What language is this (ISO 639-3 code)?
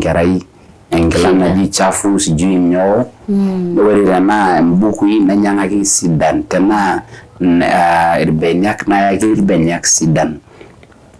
mas